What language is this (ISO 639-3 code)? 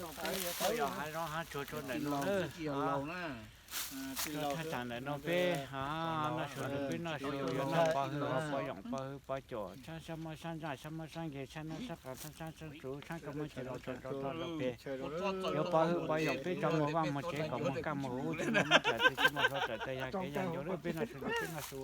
hmn